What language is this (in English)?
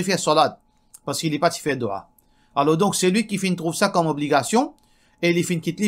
Morisyen